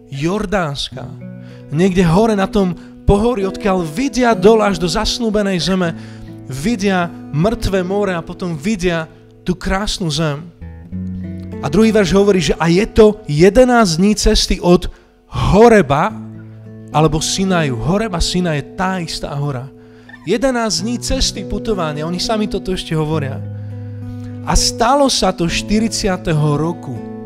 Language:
Slovak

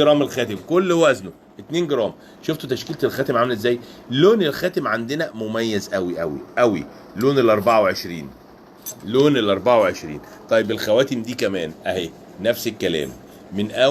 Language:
Egyptian Arabic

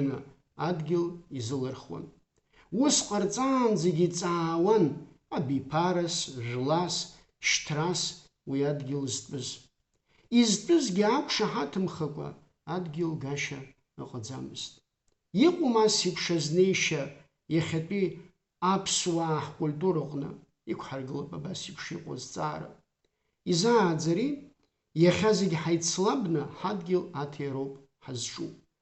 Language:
Abkhazian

